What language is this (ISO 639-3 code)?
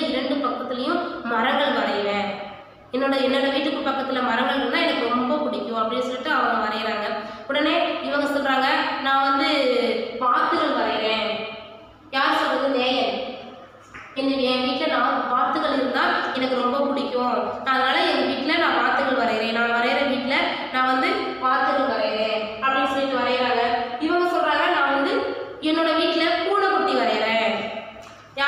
tam